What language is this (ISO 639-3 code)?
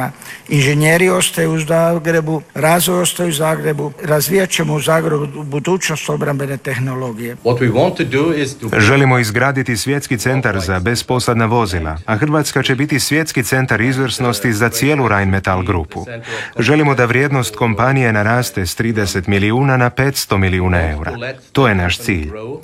hrv